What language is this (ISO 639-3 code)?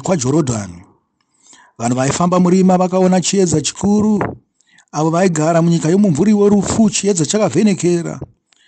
sna